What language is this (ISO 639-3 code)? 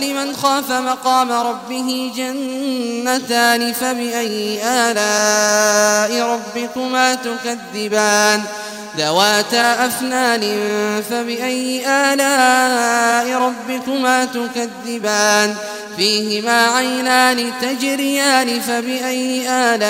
ara